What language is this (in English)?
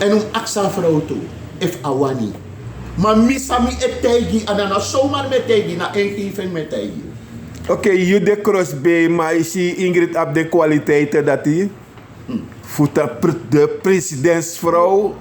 Sranan Tongo